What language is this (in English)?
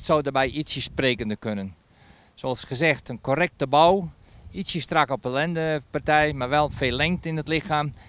Dutch